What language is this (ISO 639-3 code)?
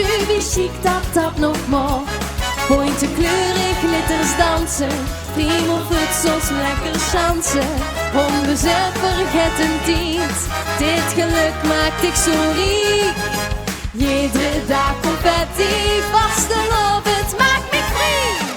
lim